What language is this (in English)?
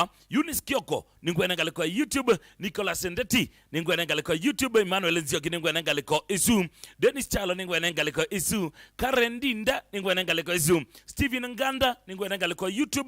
Kamba